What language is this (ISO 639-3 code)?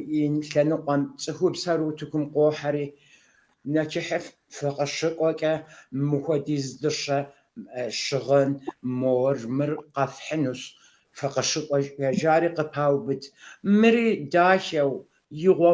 kbd